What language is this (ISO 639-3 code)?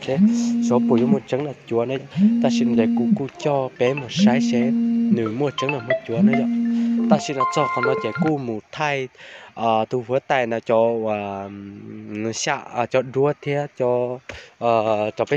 hmn